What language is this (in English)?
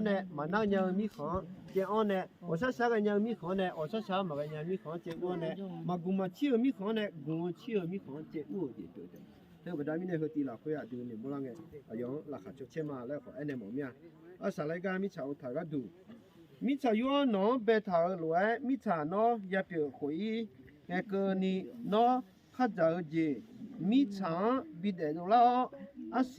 Akha